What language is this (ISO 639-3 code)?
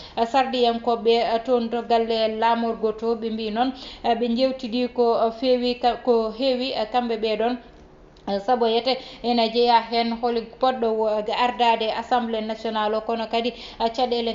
ful